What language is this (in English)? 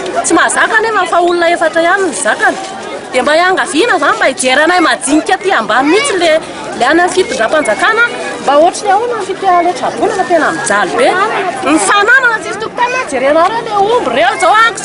Malagasy